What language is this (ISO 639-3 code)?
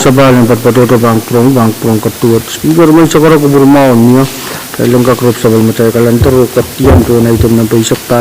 pon